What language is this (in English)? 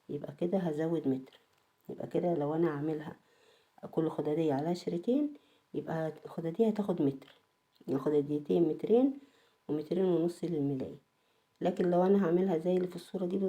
Egyptian Arabic